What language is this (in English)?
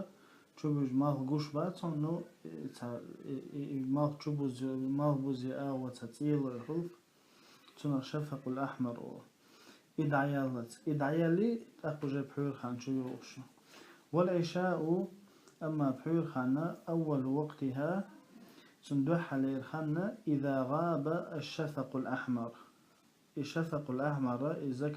Chechen